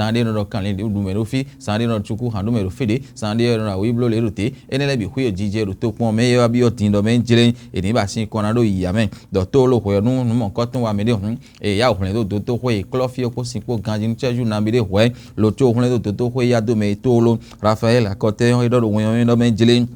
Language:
Fon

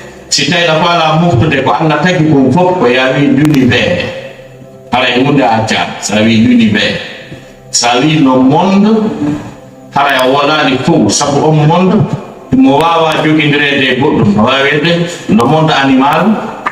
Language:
Fula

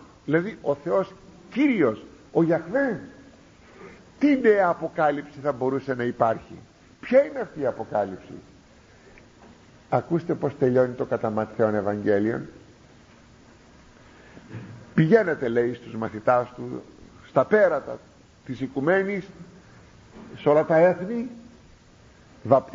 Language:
Greek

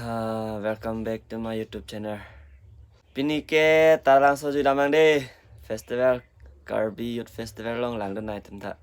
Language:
Karbi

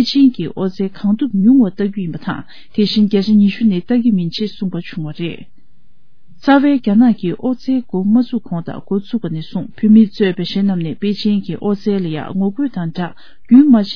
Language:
Tibetan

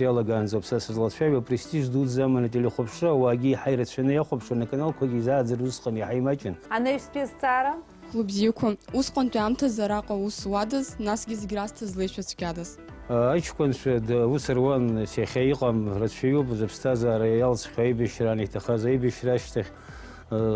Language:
Abkhazian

